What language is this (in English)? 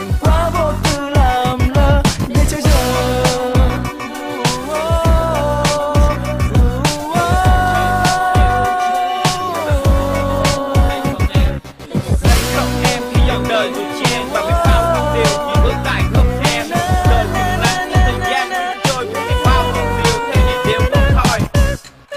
Vietnamese